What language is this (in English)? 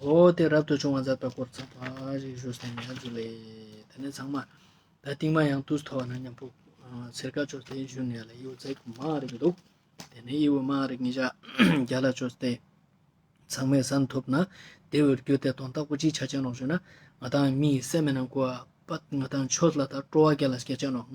Ladakhi